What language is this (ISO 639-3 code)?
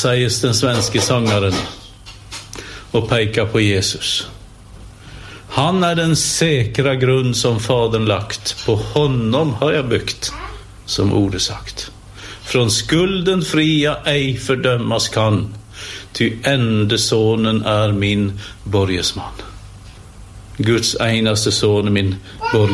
nor